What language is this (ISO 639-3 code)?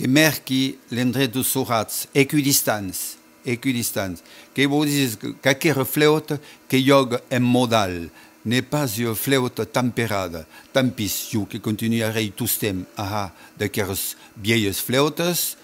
oci